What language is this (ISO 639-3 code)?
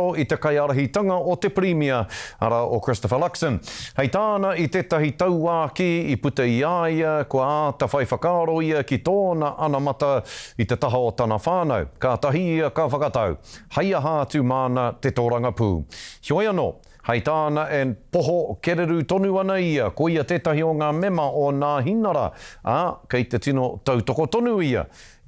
mri